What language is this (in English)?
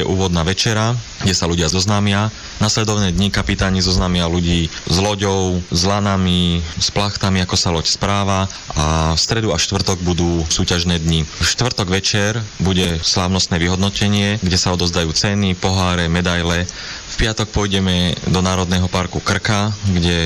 Slovak